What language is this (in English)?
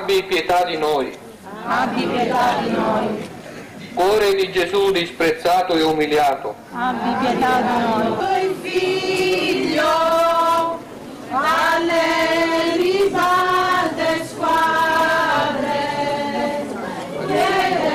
Italian